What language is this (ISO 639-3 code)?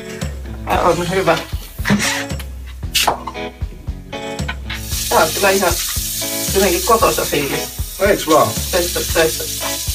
fin